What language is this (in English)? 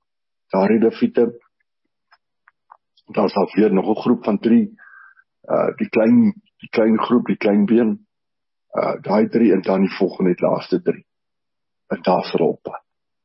Afrikaans